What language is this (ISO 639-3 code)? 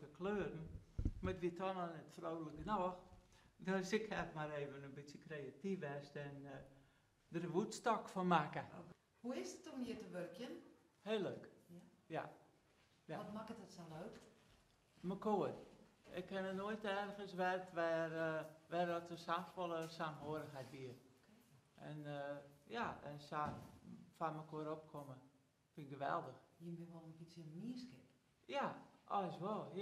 fry